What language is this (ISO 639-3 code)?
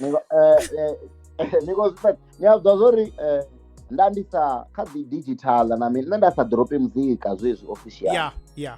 ven